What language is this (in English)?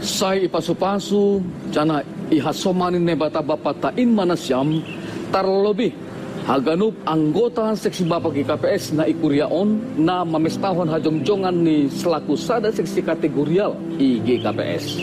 Batak Simalungun